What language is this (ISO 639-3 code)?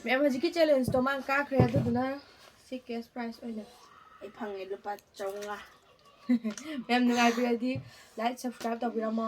mni